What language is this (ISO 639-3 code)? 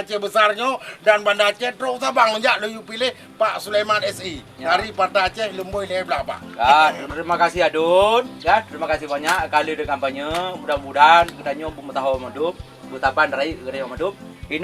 ace